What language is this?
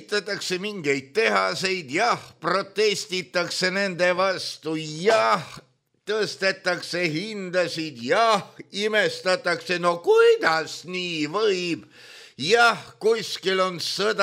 Estonian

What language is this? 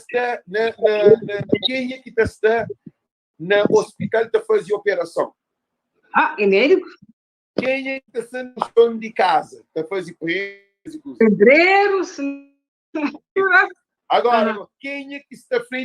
Kabuverdianu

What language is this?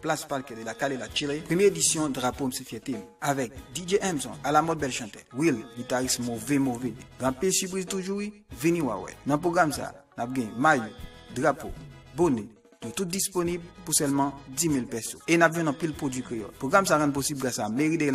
Haitian Creole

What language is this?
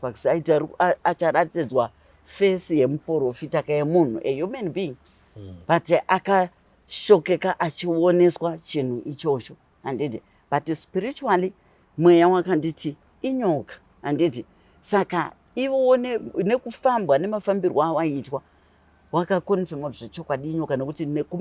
Shona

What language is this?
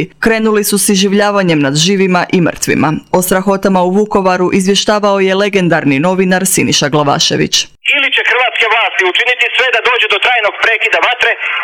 Croatian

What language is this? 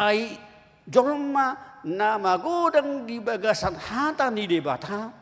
Batak Toba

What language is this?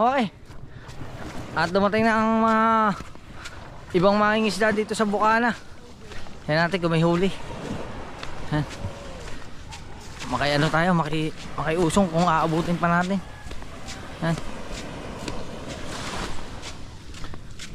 Filipino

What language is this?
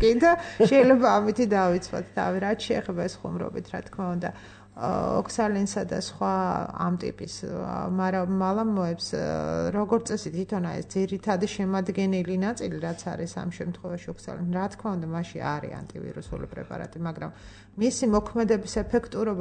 Georgian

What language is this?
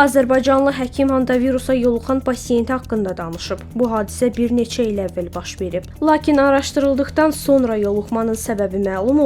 Azerbaijani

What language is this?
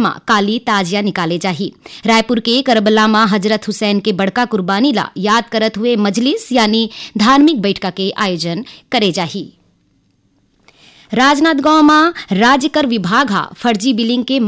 Chhattisgarhi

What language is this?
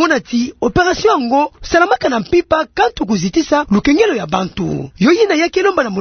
Kituba (Democratic Republic of Congo)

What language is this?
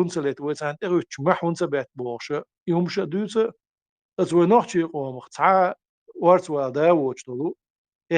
Chechen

